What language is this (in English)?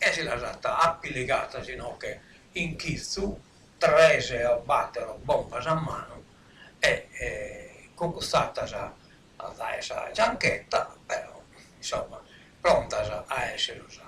Sardinian